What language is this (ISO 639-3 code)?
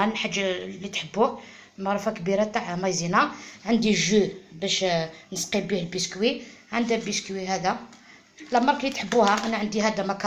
arq